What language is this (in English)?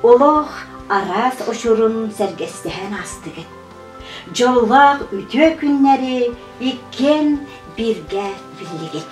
Yakut